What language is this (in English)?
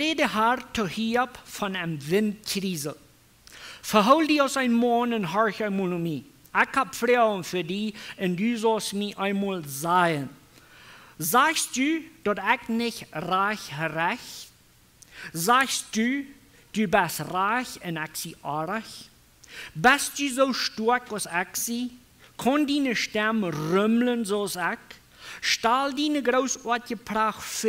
Plautdietsch